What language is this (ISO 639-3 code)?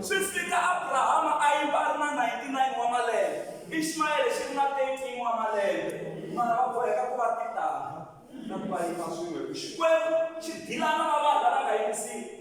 tso